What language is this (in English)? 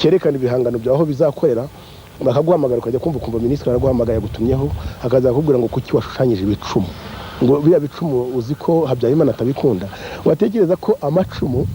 Kinyarwanda